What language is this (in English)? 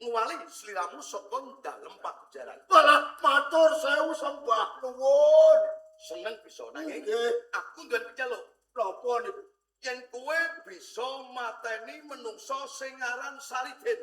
Javanese